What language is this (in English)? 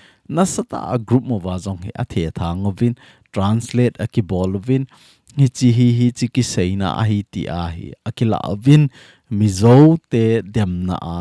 Thado Chin